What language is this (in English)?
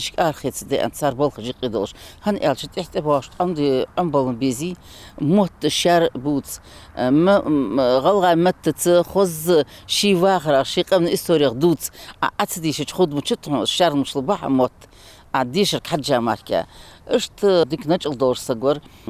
Ingush